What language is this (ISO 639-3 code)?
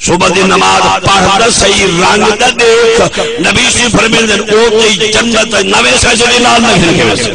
skr